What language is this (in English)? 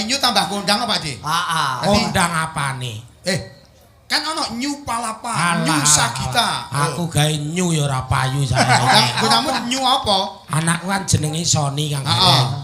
Javanese